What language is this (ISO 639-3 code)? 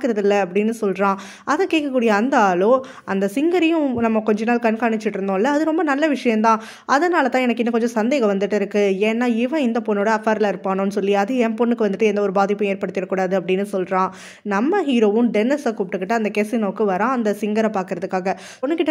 tam